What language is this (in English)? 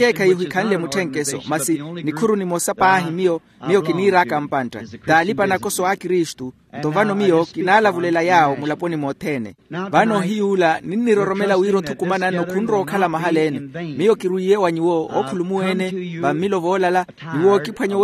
Makhuwa